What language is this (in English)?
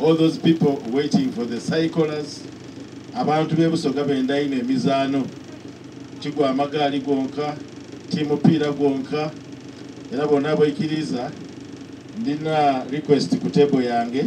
Soga